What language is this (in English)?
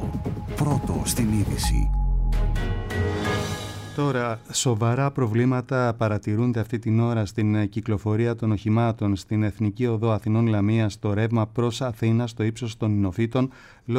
Greek